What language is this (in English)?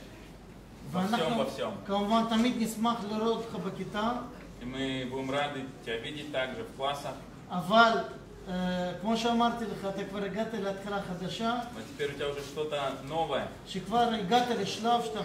Hebrew